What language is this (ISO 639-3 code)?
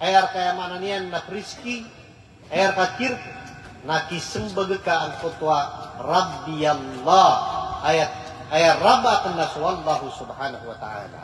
mrw